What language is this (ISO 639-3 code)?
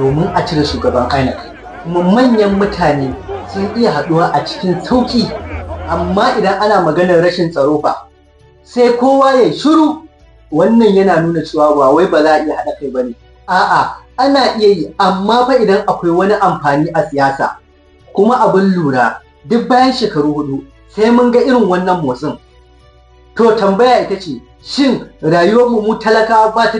hau